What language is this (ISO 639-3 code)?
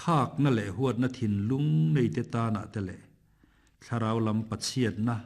lus